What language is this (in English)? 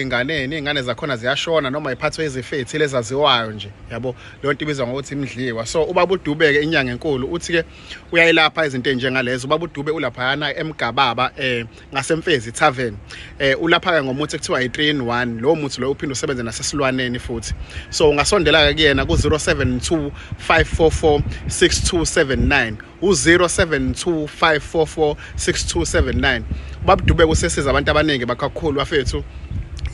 Zulu